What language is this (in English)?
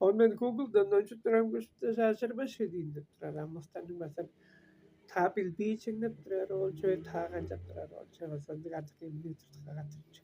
Tuvinian